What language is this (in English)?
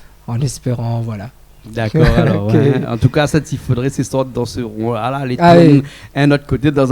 Réunion Creole French